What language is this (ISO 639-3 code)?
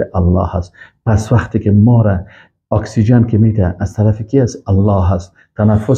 fas